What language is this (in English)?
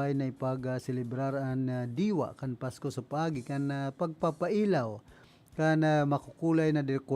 Bikol